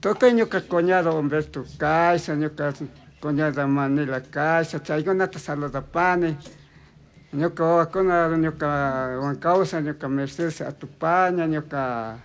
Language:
Chimborazo Highland Quichua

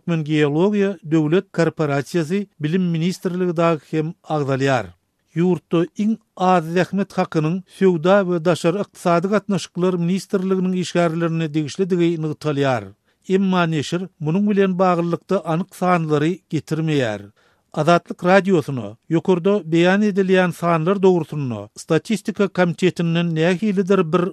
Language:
Turkmen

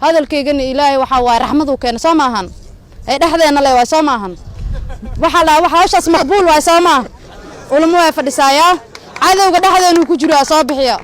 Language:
Somali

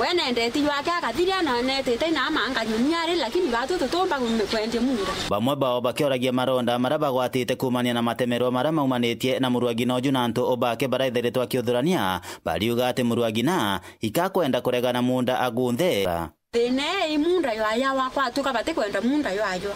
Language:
Meru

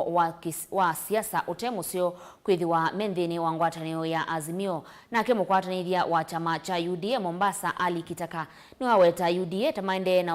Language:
Kamba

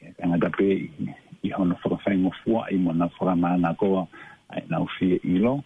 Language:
Tongan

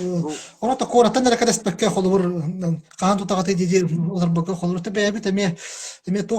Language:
Yakut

